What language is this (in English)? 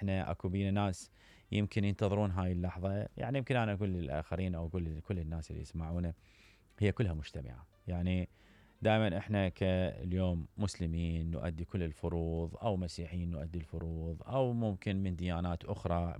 Mesopotamian Arabic